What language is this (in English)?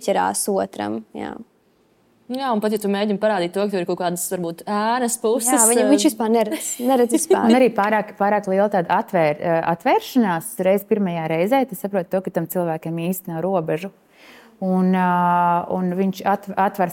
Latvian